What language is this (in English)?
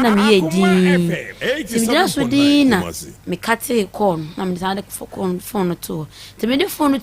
Akan